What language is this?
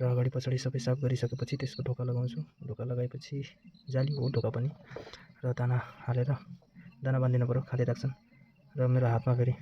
Nepali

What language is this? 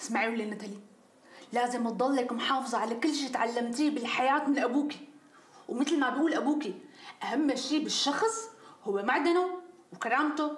North Levantine Arabic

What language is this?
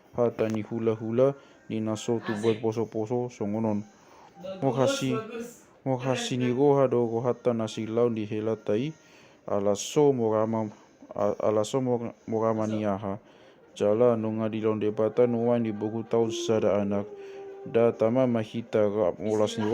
Batak Toba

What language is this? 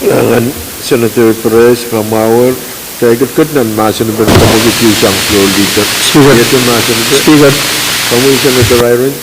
Pohnpeian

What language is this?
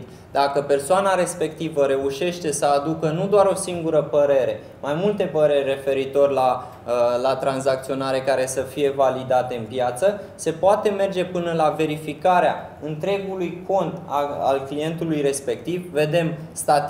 Romanian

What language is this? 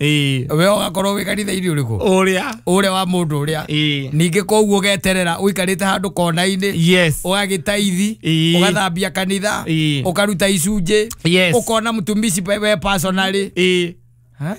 Kikuyu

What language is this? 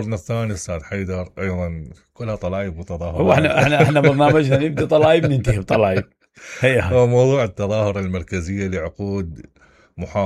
Mesopotamian Arabic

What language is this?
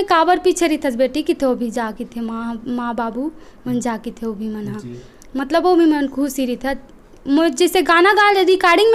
Chhattisgarhi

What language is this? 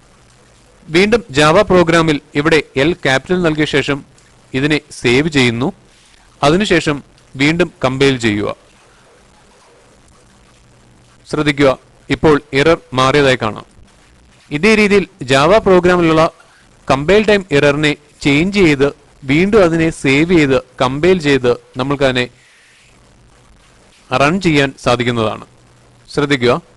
Malayalam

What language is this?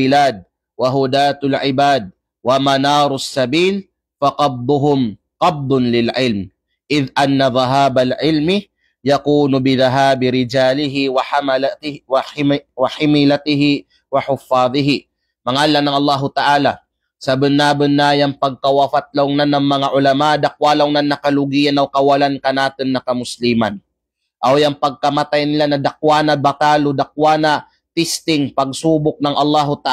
Kalagan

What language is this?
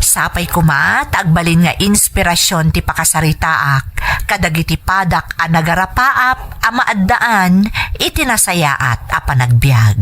Iloko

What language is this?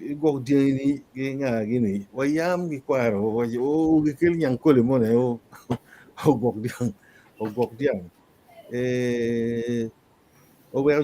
Acoli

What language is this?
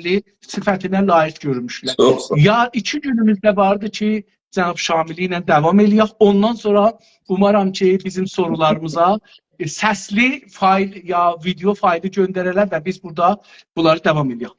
South Azerbaijani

